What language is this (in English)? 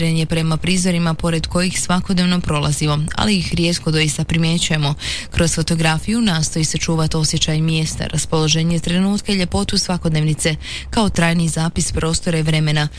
Croatian